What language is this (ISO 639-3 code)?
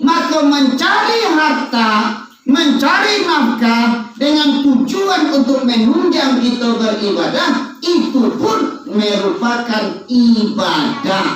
min